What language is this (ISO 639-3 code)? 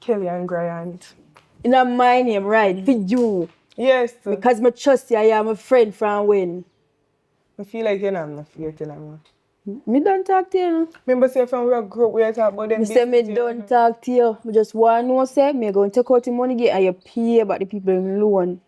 jam